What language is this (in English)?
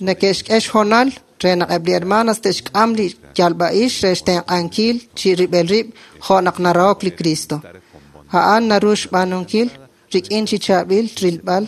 Kekchí